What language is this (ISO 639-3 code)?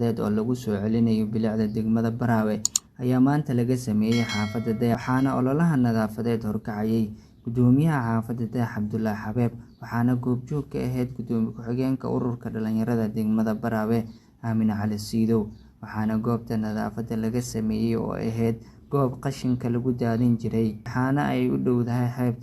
som